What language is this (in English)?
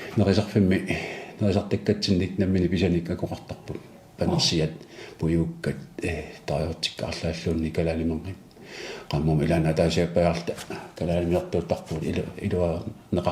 Kalaallisut